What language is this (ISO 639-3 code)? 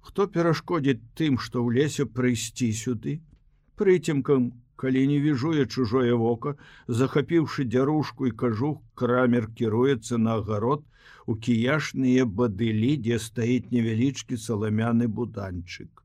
bel